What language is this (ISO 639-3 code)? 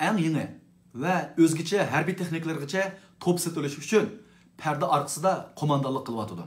uig